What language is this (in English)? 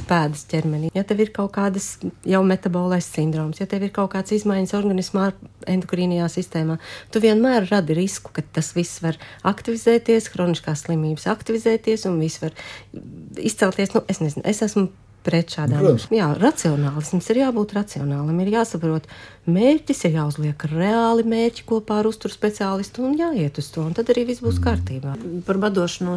Latvian